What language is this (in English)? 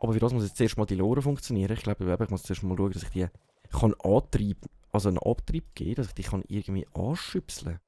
Swiss German